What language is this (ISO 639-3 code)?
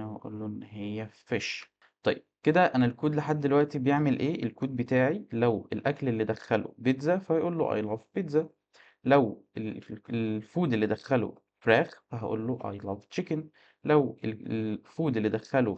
arz